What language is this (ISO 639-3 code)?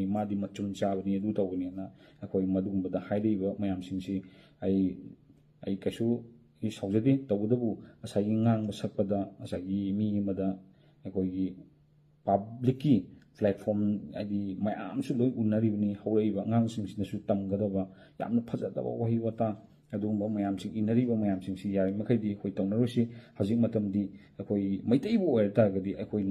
mni